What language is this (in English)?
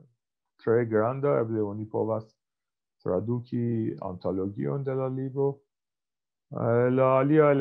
Esperanto